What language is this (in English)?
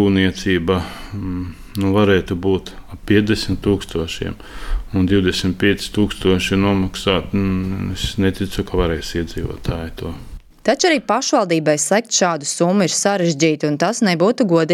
Latvian